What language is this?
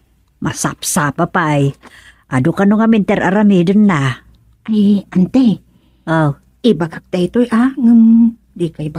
Iloko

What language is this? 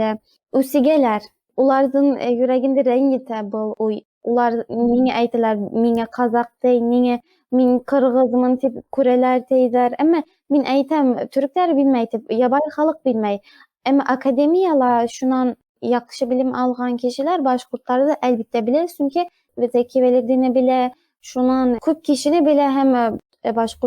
Bashkir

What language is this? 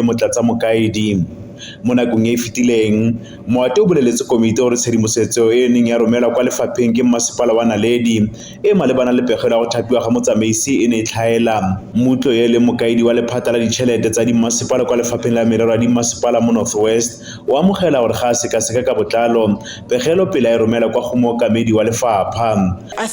Tswana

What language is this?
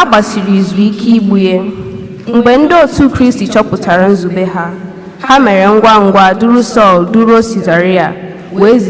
Igbo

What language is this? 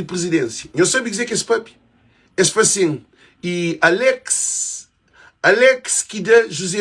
Kabuverdianu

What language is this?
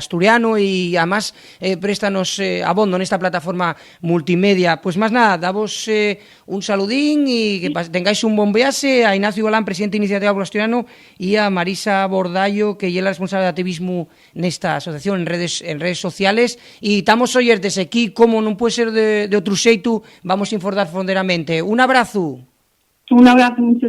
Asturian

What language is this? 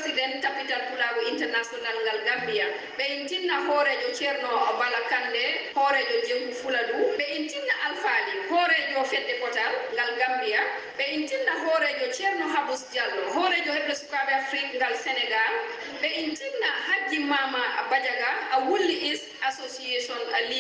Fula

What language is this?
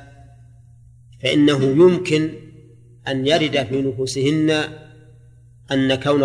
Arabic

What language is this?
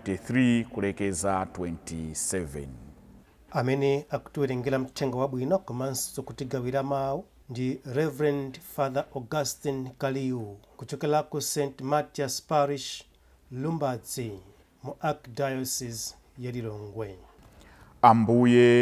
Nyanja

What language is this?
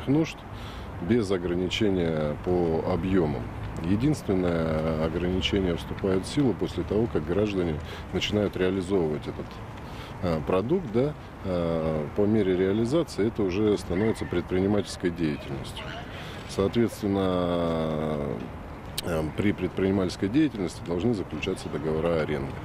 Russian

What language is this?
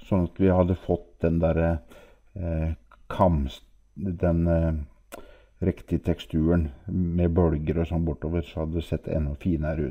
Norwegian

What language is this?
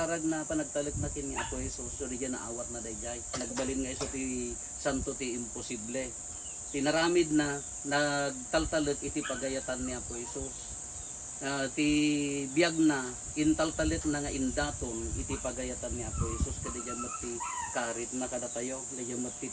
Iloko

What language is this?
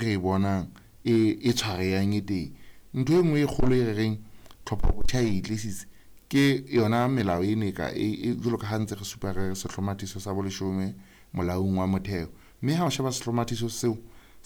Southern Sotho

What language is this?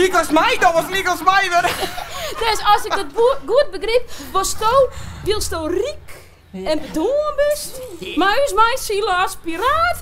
Western Frisian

